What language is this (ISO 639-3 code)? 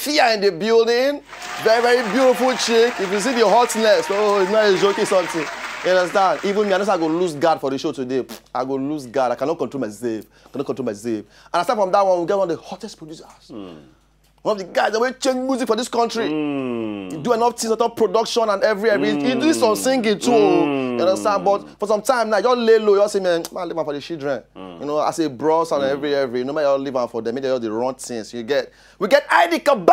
pcm